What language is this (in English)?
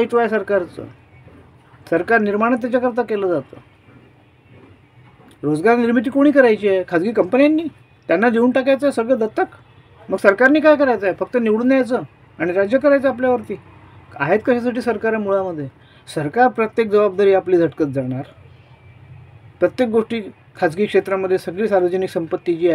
Marathi